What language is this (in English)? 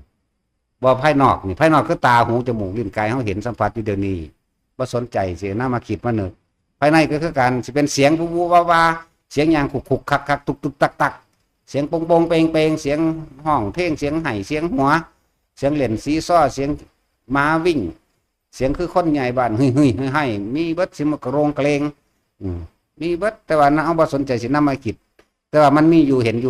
Northeastern Thai